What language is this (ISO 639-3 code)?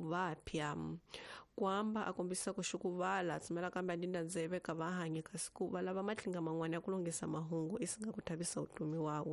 tso